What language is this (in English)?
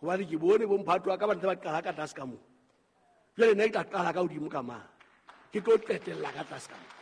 Southern Sotho